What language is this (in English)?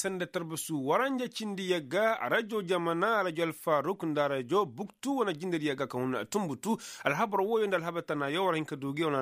Koyraboro Senni